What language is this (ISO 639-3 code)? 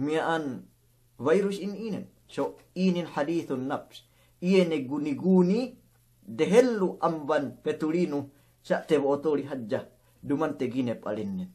yka